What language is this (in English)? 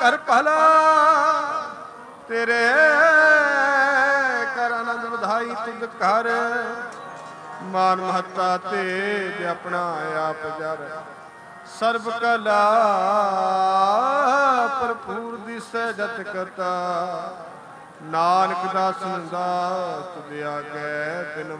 Punjabi